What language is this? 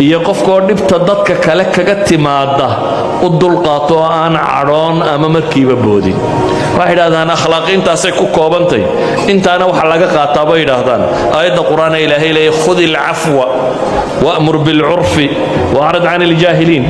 Somali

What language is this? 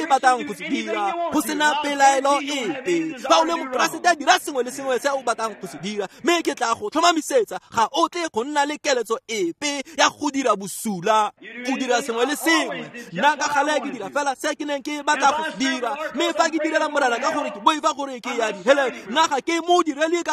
Tswana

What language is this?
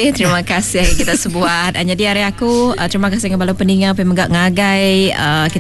Iban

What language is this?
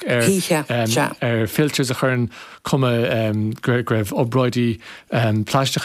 Irish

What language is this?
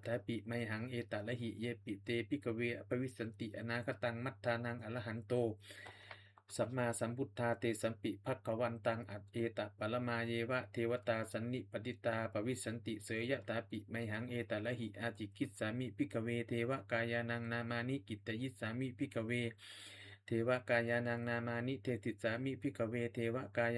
Pali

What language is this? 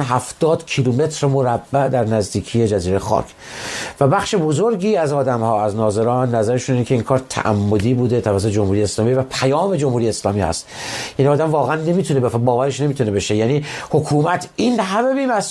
Persian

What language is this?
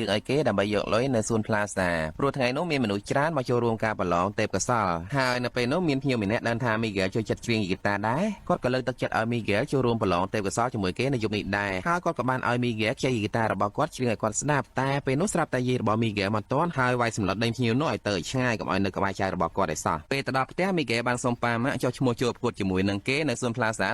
Khmer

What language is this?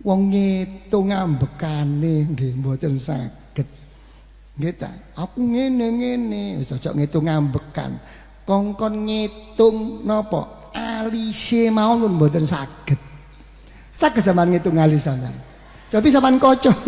Javanese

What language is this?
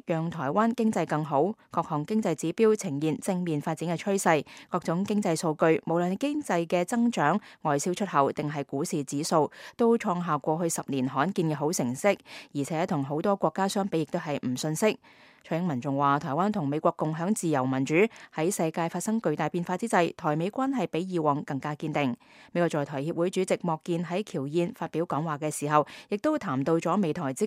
Cantonese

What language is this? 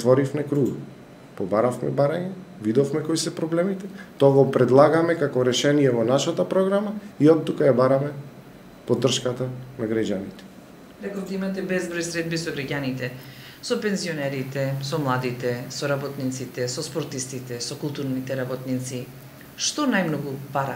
Macedonian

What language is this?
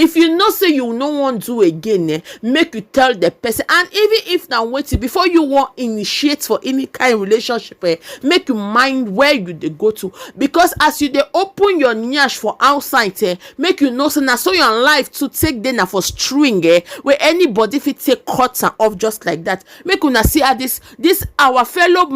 Nigerian Pidgin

